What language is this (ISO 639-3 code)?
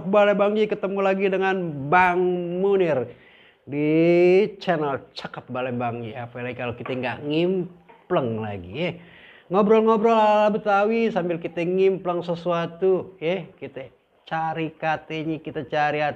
bew